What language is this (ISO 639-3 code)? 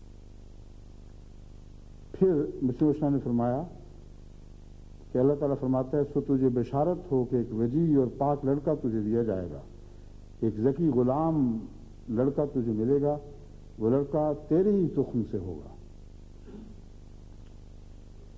urd